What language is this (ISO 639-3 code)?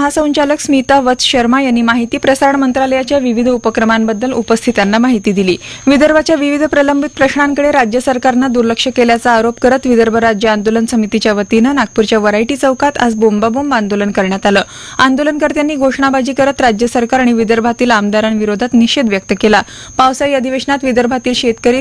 mar